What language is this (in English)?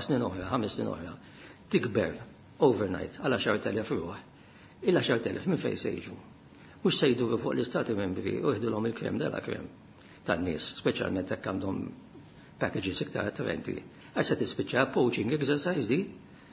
Maltese